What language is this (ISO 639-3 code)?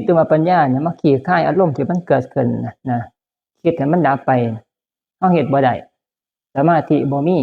tts